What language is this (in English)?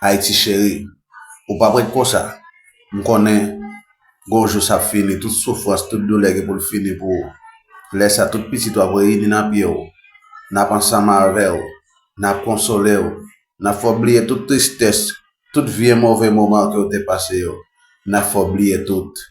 Haitian Creole